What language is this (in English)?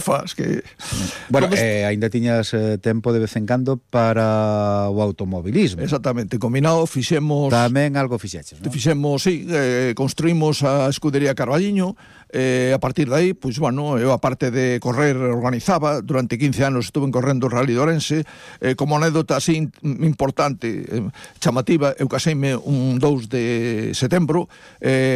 Galician